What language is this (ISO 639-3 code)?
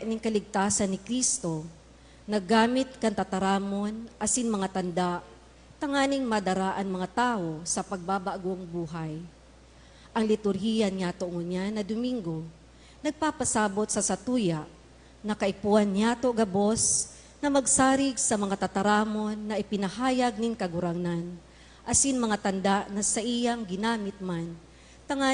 bik